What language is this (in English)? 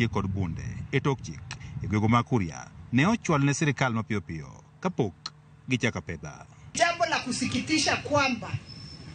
Luo (Kenya and Tanzania)